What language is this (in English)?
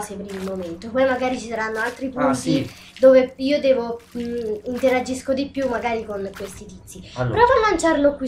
Italian